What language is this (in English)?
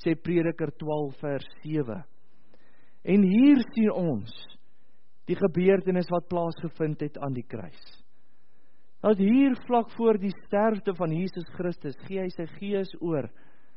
Afrikaans